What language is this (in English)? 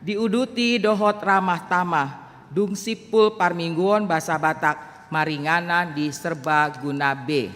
Batak Toba